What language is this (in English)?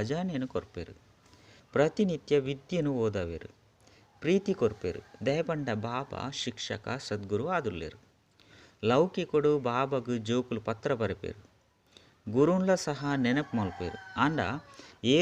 Tulu